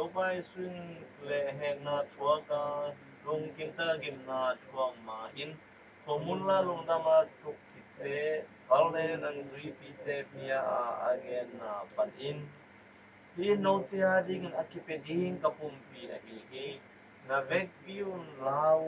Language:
Tedim Chin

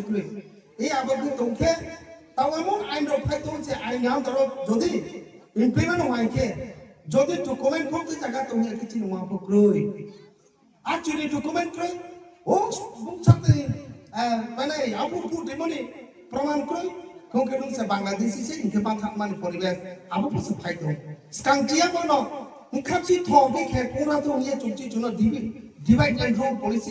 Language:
Kok Borok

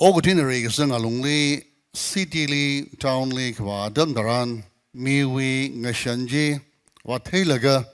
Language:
Tangkhul Naga (India)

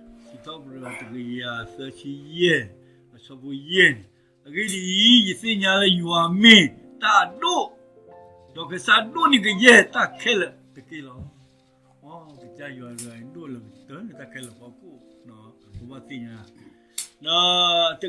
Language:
S'gaw Karen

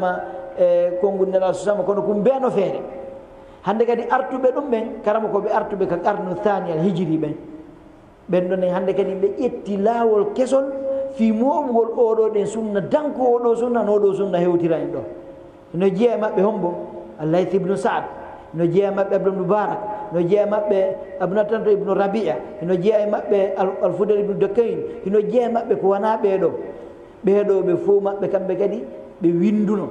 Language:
Fula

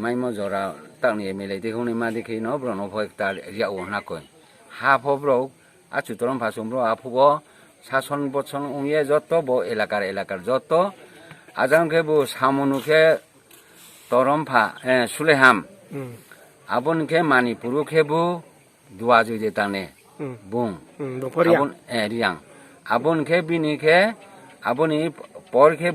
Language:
Riang (India)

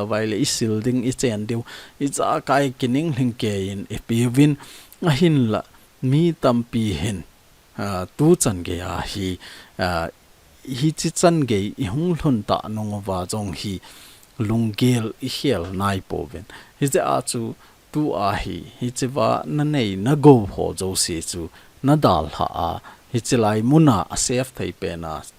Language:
Thado Chin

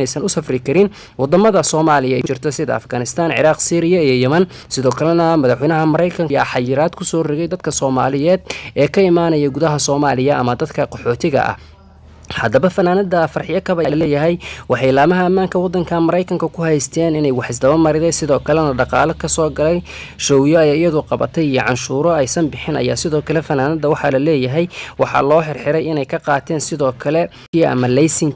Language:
Somali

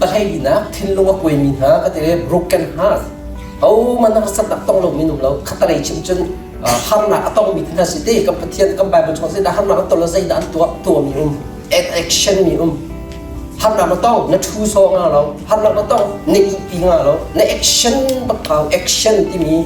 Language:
Hakha Chin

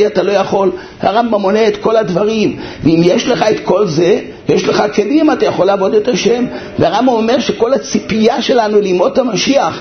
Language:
Hebrew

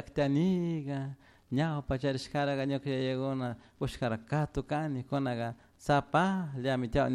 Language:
Chimborazo Highland Quichua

